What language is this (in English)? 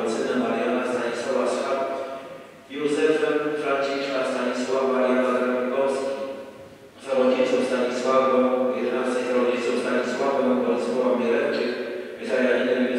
Polish